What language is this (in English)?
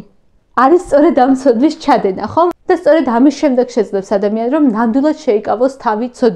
Georgian